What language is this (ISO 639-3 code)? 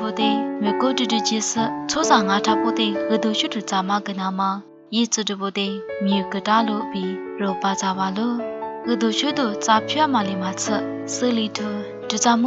lis